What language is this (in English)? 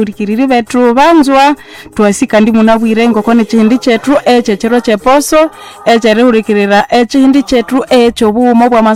Nande